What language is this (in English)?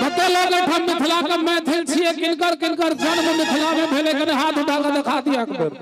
Maithili